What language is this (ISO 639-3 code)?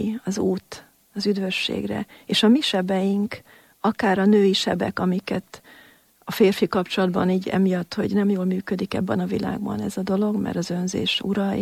hun